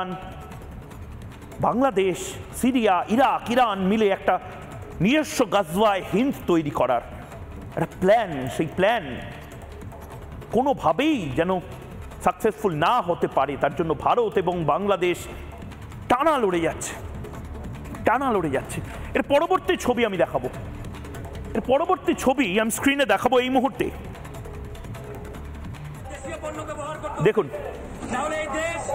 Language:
Bangla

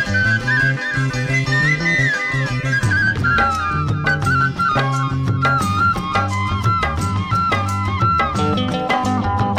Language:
Tamil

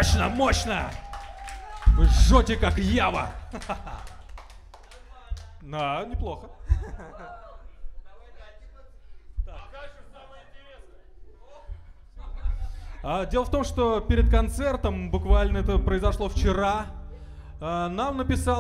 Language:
Russian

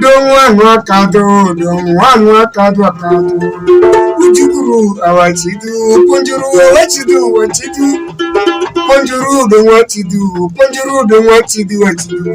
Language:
Alur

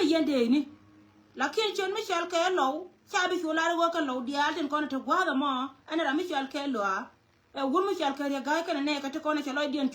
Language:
Nuer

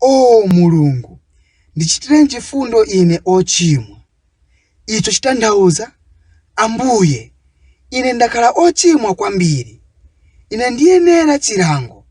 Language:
Nyanja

